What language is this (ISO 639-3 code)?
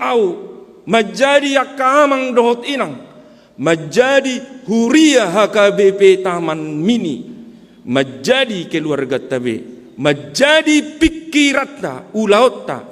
bbc